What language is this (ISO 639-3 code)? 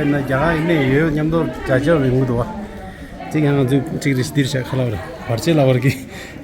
bod